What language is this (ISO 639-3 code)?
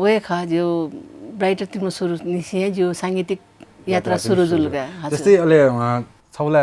new